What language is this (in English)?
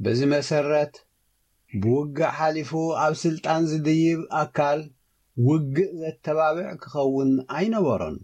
Tigrinya